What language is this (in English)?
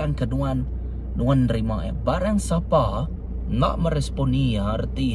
Iban